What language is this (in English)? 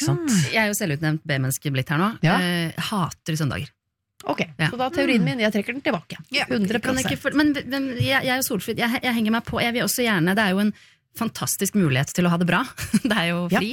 Norwegian